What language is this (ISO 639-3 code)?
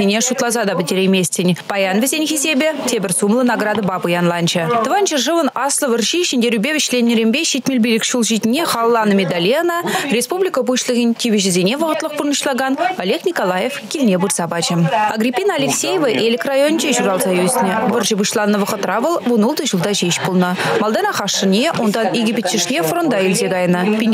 chv